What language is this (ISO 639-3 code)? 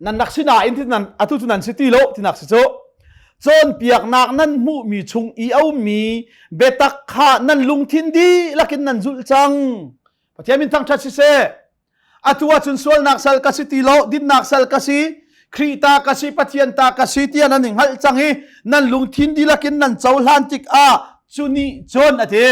cnh